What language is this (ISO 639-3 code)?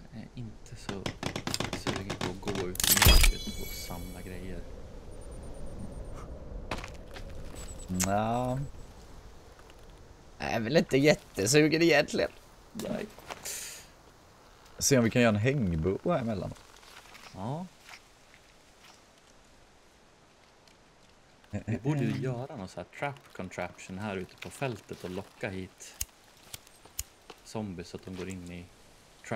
swe